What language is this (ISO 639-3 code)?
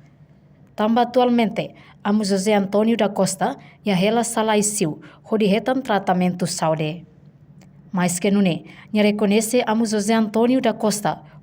tet